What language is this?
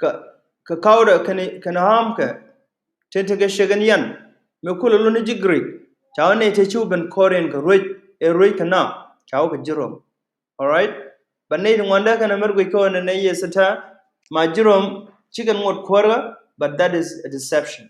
Nuer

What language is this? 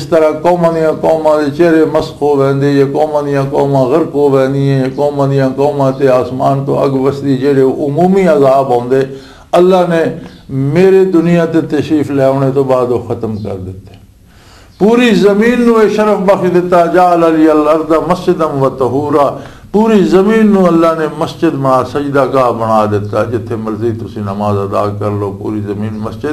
Western Panjabi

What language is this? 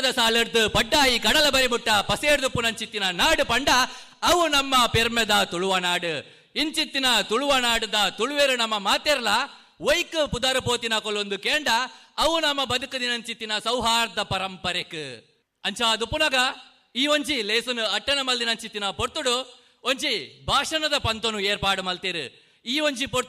Tulu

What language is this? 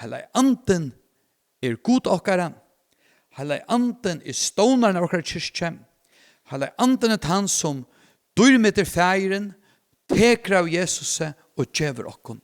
Faroese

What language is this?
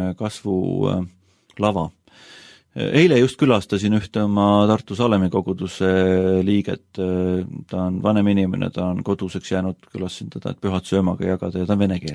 Estonian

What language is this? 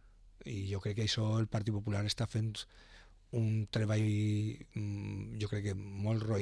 Catalan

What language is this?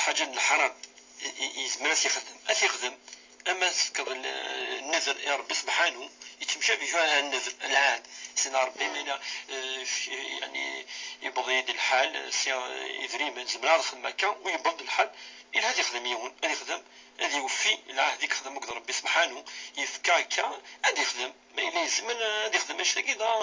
Kabyle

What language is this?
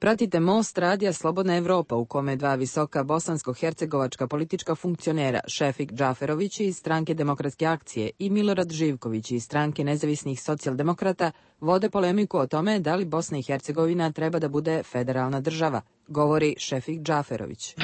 Bosnian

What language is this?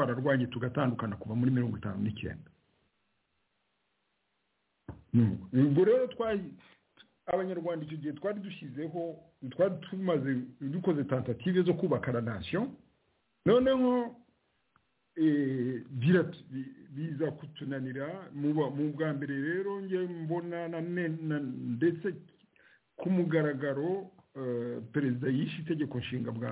Kinyarwanda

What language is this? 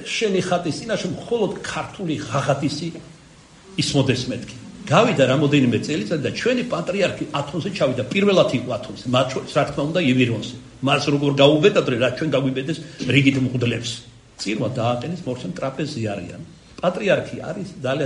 Georgian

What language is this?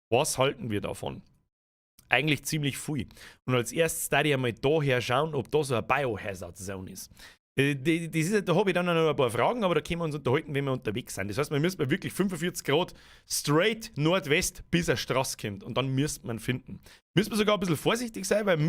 Bavarian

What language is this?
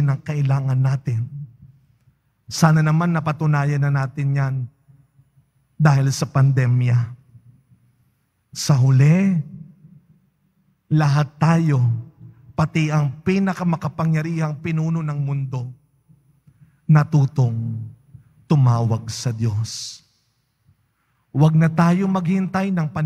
Filipino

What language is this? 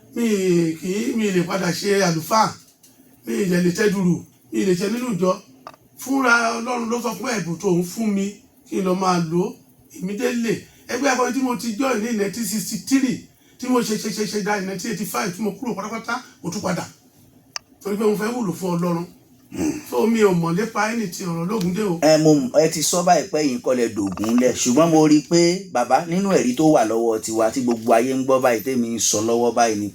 Yoruba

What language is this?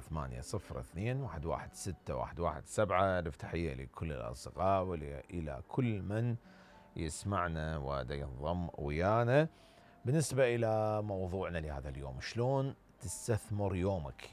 Mesopotamian Arabic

